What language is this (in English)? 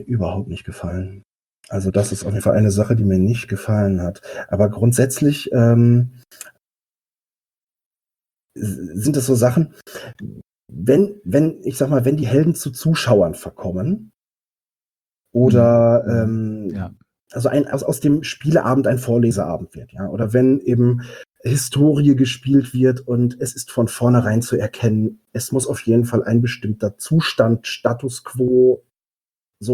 German